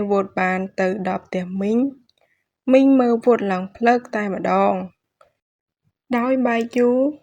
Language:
Khmer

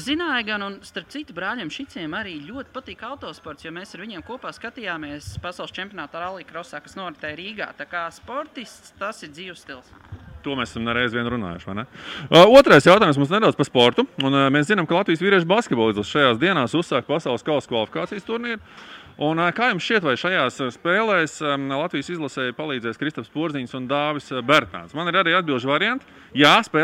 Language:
Latvian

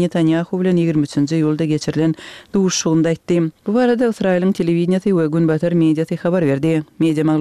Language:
Turkmen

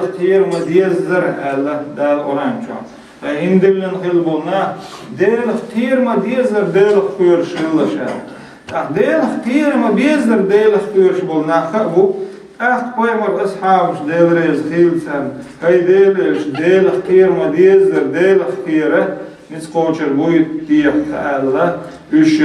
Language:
Chechen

